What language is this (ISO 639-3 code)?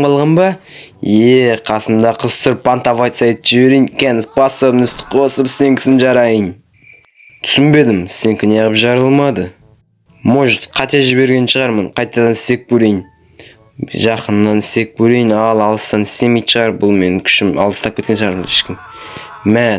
kaz